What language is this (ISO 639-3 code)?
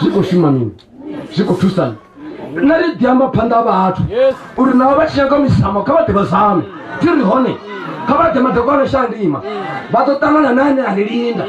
ven